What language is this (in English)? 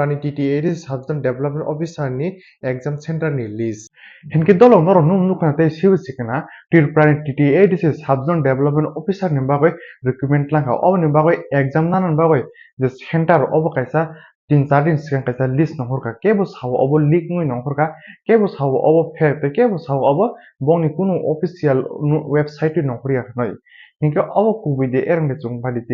Kok Borok